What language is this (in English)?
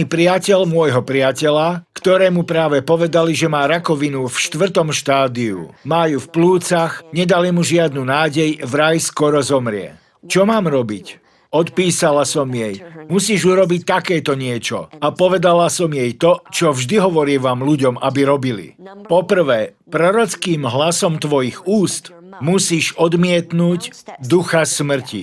Slovak